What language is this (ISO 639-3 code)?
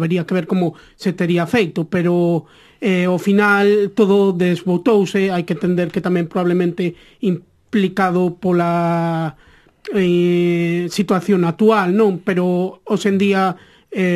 glg